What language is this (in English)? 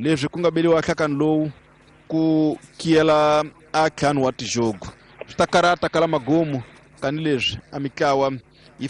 Tsonga